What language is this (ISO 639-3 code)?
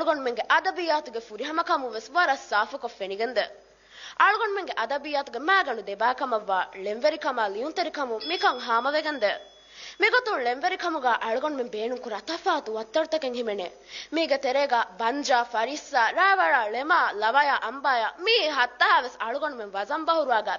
div